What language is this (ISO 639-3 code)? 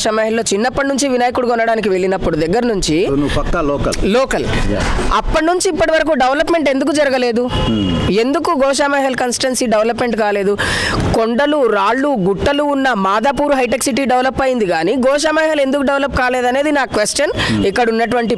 tel